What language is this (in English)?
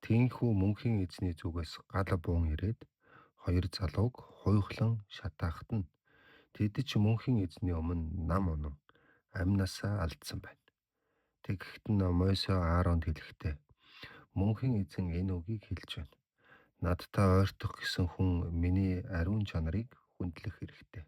Mongolian